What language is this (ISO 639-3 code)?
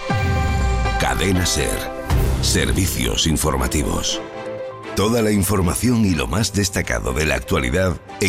spa